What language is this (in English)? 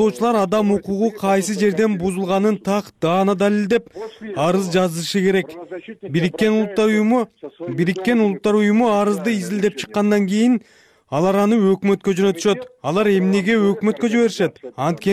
Kyrgyz